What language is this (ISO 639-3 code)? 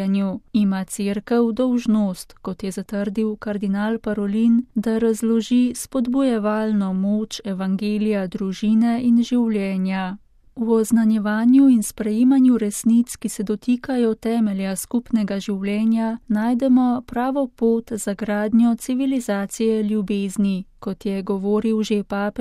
slv